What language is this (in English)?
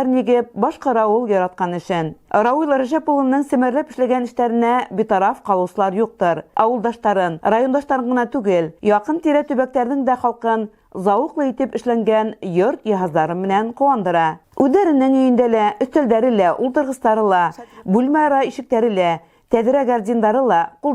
Bashkir